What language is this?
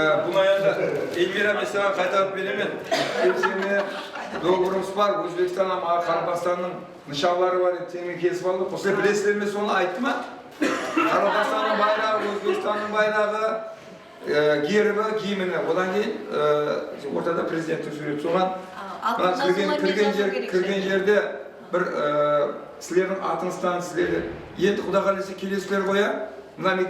Kara-Kalpak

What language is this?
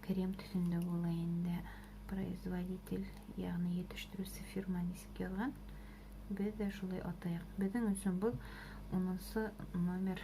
Bashkir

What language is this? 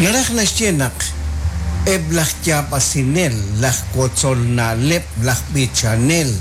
Kekchí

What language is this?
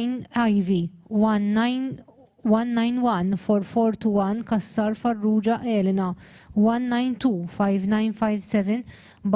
English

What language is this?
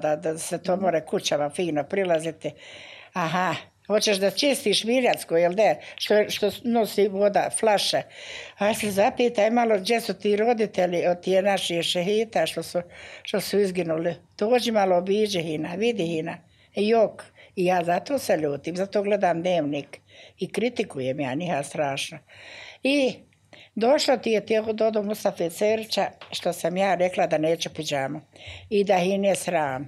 Bosnian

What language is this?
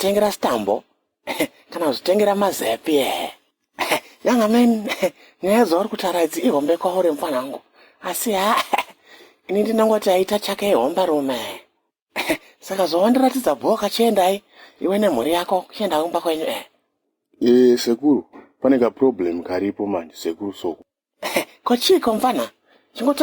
Shona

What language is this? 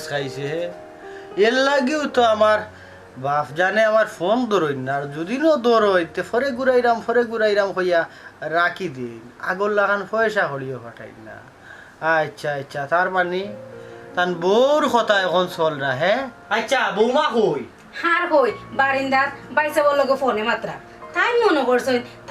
Sylheti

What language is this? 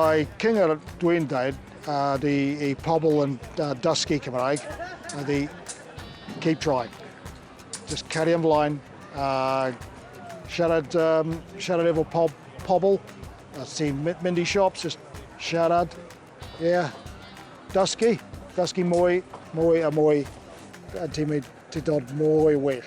Welsh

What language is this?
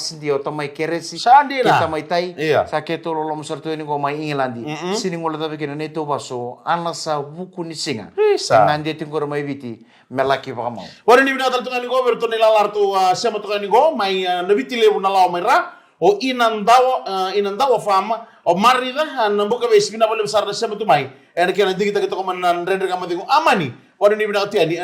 Fijian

